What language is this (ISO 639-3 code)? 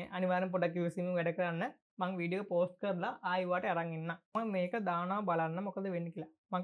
sin